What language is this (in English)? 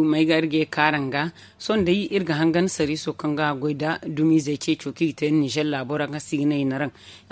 Zarma